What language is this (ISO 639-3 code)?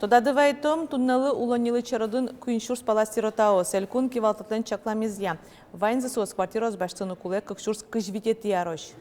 udm